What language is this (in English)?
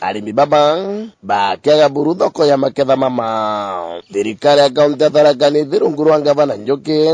Meru